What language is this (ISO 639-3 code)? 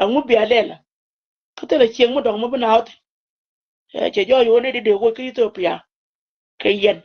nus